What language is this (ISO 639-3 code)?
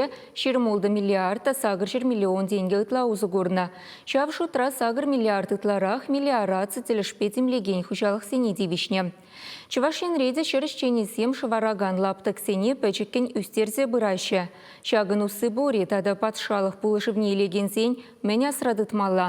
chv